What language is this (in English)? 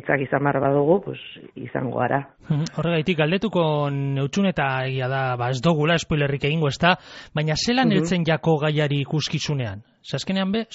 Basque